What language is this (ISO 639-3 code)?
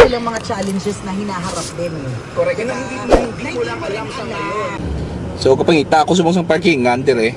hil